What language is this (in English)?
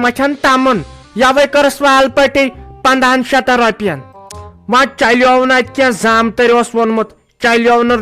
Kashmiri